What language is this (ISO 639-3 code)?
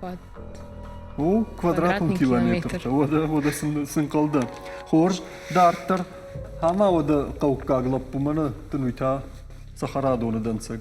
oss